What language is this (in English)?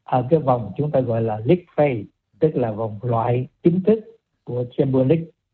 Vietnamese